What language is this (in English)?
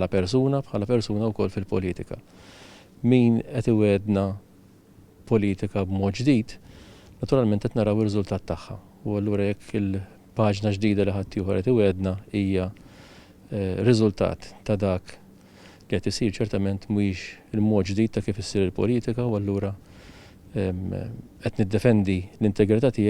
Maltese